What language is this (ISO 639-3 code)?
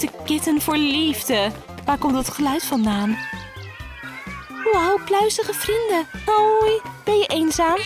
nld